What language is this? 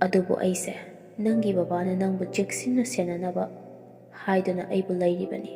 Manipuri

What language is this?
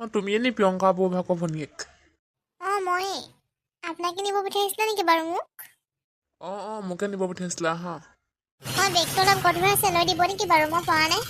Assamese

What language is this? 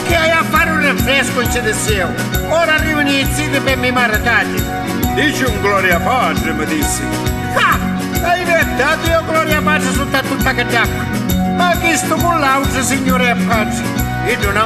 Sicilian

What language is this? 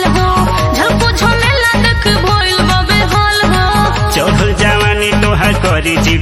Bhojpuri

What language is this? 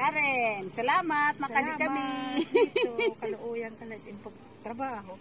Waray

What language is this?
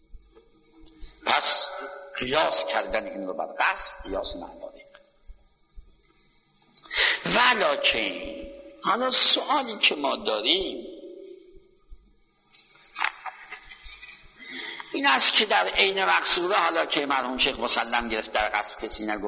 Persian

